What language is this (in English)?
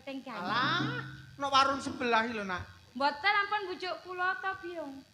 Javanese